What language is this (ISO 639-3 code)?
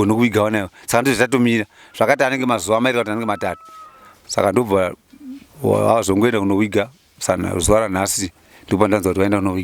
sna